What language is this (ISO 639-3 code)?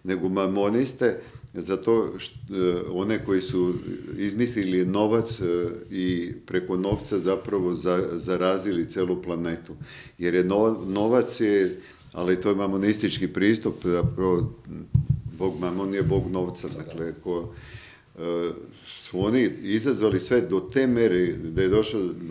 srp